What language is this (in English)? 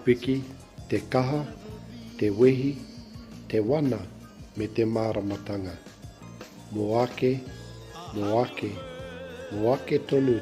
Māori